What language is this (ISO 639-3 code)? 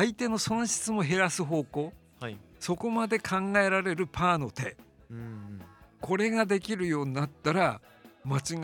jpn